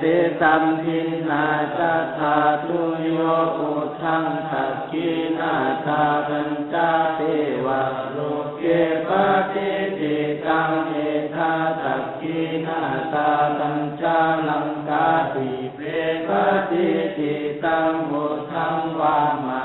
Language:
Pali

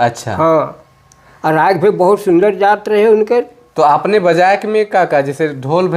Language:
Sadri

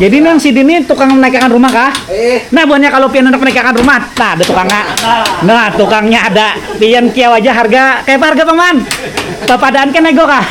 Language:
Banjar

